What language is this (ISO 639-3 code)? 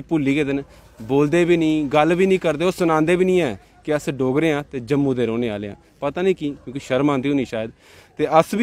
doi